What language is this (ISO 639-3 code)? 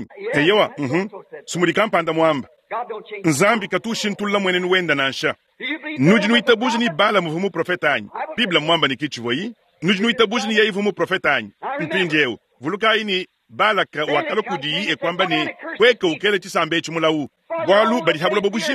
lua